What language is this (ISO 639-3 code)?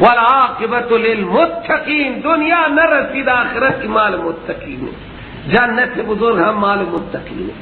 fas